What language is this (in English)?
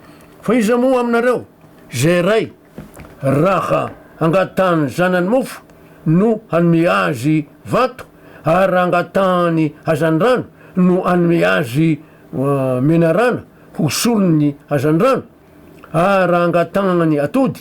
Malagasy